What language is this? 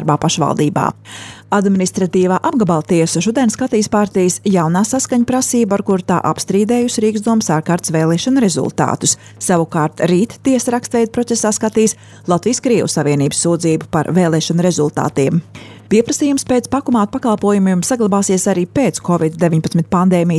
Latvian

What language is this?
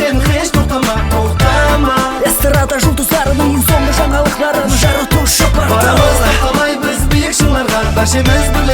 Kara-Kalpak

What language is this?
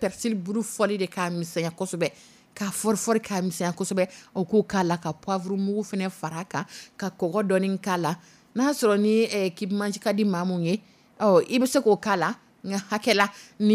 Dyula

